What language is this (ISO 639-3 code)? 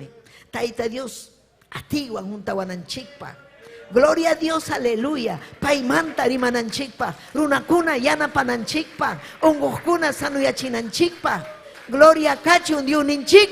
quy